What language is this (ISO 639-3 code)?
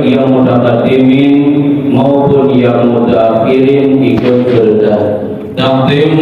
ace